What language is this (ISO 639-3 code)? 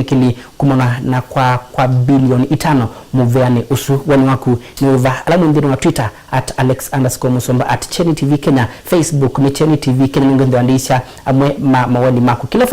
kam